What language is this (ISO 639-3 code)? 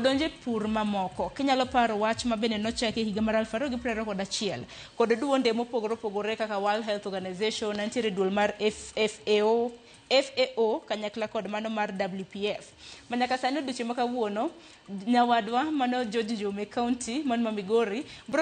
luo